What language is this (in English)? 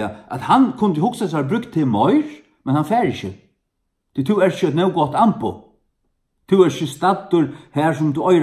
Faroese